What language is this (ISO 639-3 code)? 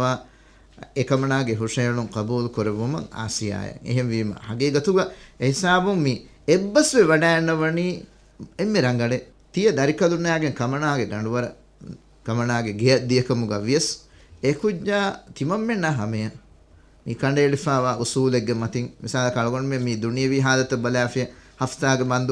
div